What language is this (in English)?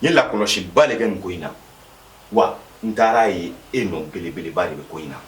Bambara